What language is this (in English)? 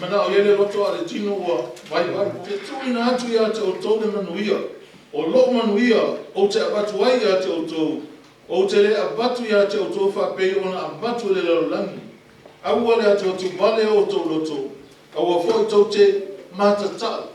Samoan